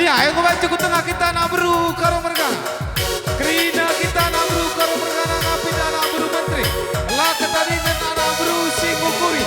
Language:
Batak Karo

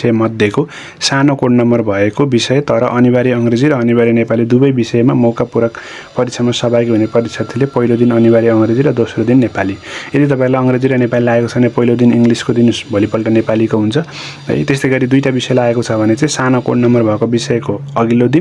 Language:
Nepali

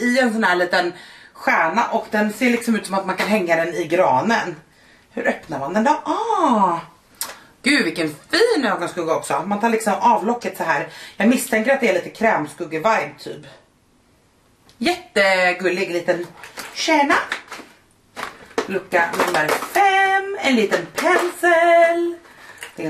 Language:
Swedish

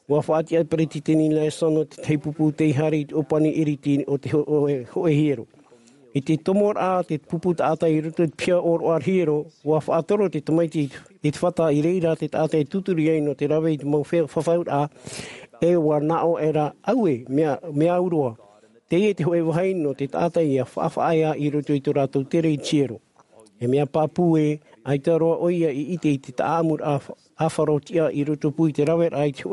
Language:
Tahitian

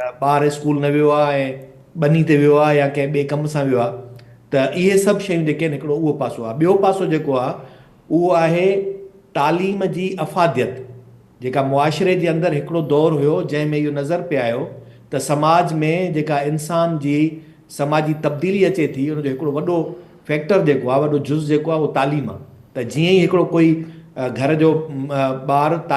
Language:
Sindhi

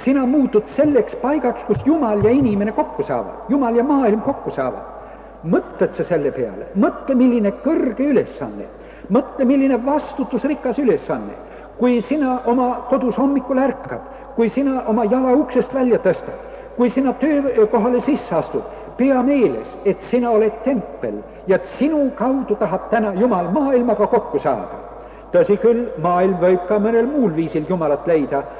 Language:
Estonian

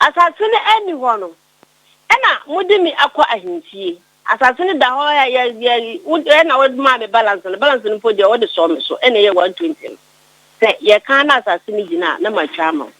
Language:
Akan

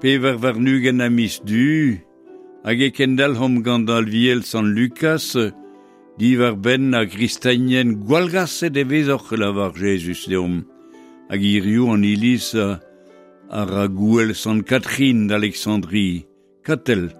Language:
Breton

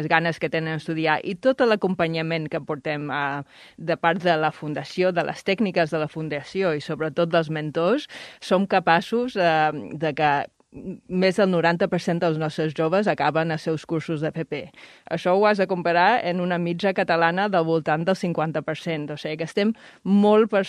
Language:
Catalan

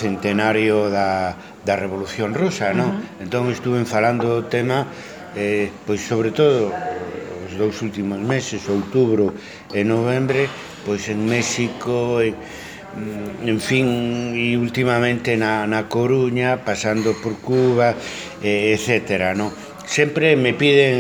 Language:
Galician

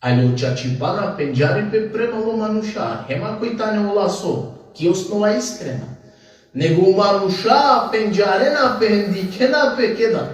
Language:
Balkan Romani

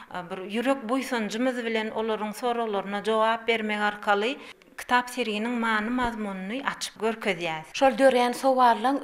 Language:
Turkmen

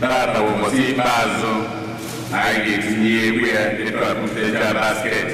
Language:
Igbo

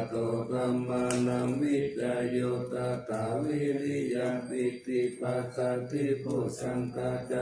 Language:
Pali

